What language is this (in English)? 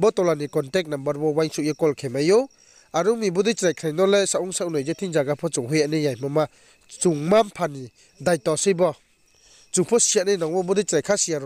Riang (India)